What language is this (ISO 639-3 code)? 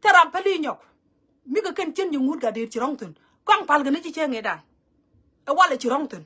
nus